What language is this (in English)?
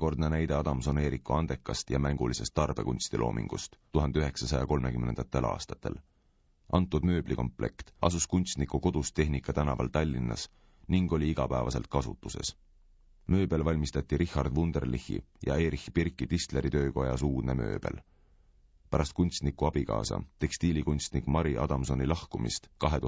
Estonian